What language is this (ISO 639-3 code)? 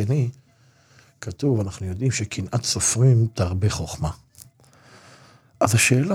heb